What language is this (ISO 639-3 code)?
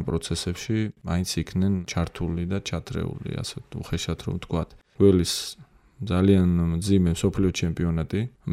kat